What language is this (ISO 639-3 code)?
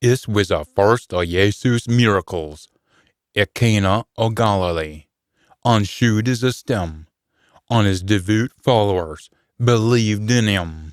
sco